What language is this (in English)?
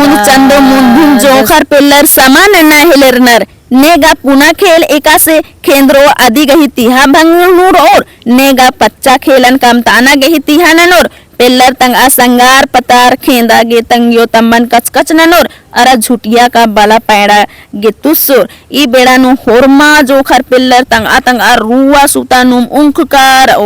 Kurukh